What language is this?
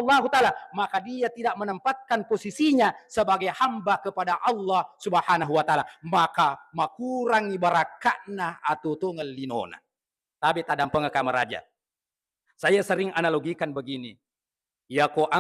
Buginese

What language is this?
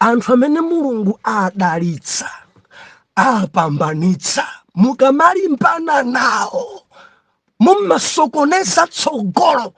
Nyanja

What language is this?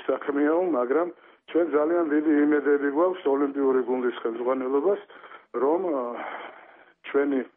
Georgian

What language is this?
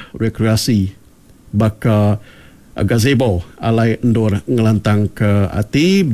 Iban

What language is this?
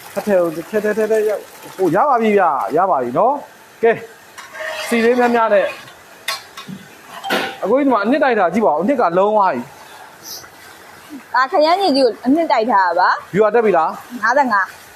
Burmese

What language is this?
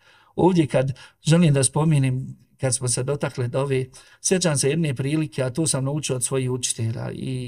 Bosnian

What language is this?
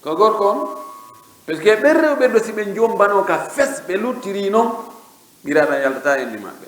Fula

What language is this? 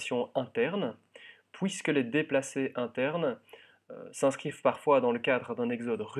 French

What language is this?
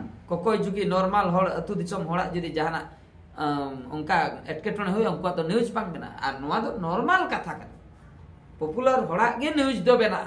Santali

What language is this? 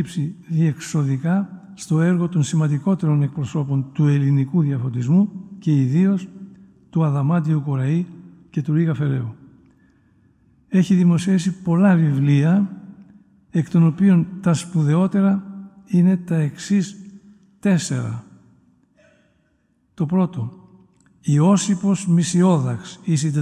Greek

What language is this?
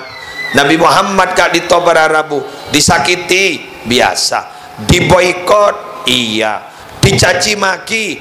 Madurese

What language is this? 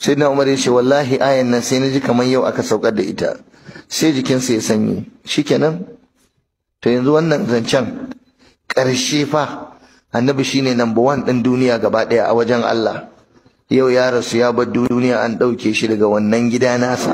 Hausa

